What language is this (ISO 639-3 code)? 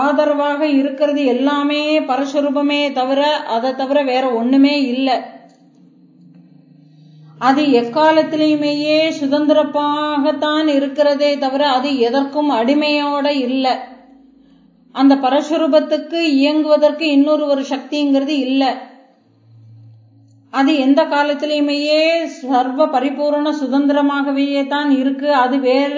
tam